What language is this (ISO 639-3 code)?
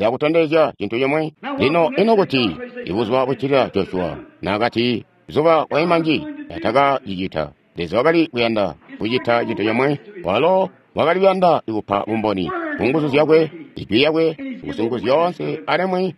toi